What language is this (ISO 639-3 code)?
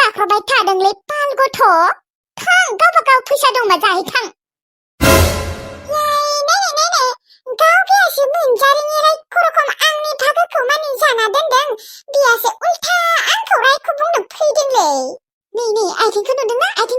brx